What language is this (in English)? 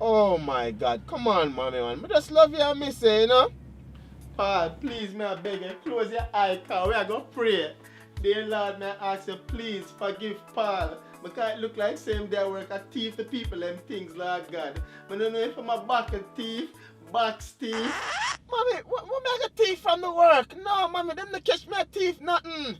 Jamaican Creole English